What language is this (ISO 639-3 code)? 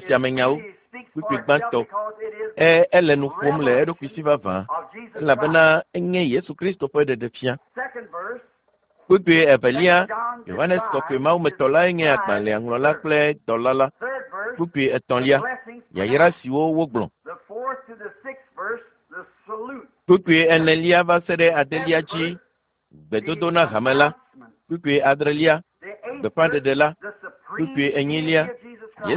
ewe